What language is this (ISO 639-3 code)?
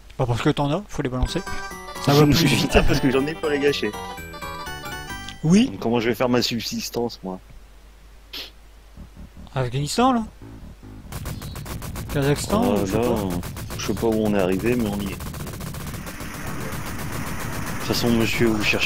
fra